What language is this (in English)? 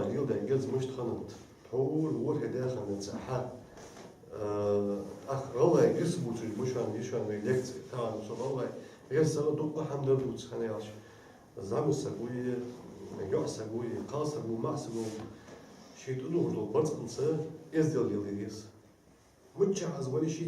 Ingush